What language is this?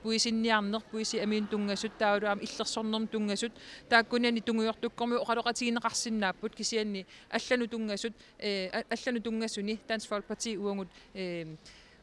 Kalaallisut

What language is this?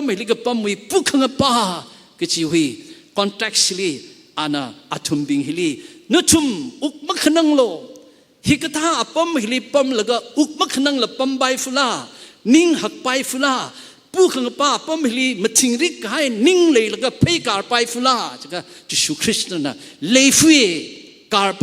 Tangkhul Naga (India)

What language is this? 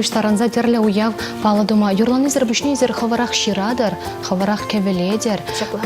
Chuvash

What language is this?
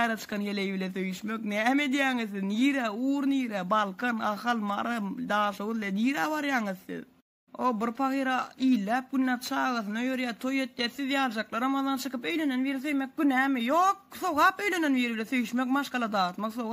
Turkmen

